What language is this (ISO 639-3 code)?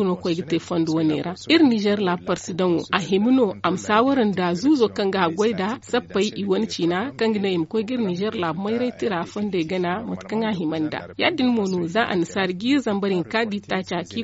dje